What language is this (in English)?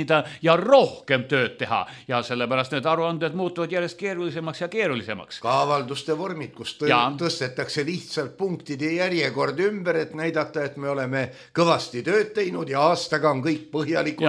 Estonian